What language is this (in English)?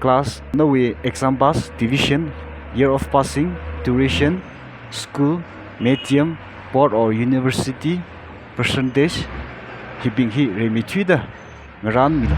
Tangkhul Naga (India)